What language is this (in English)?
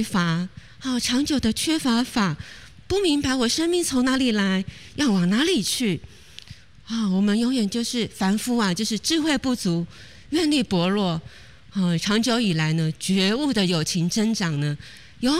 Chinese